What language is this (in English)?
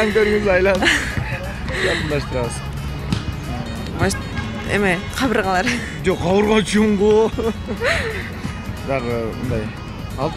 Kyrgyz